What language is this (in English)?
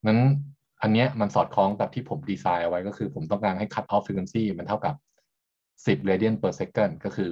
Thai